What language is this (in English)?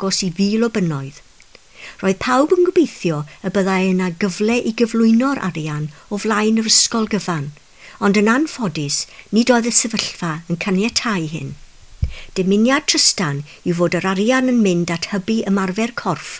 Welsh